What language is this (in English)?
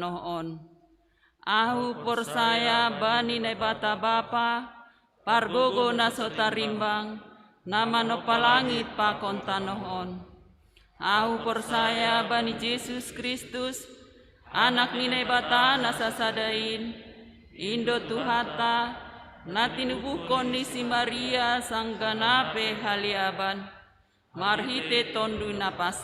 Batak Simalungun